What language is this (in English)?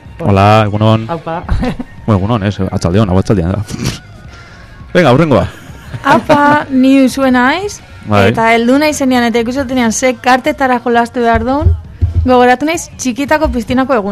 Basque